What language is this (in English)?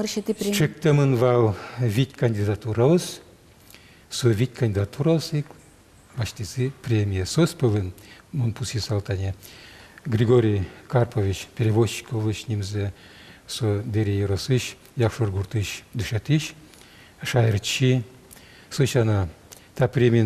Udmurt